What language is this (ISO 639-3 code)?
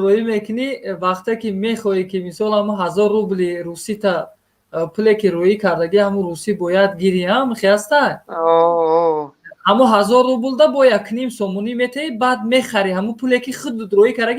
tgk